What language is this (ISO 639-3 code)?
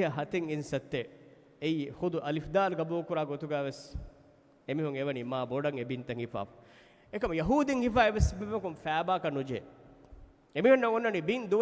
div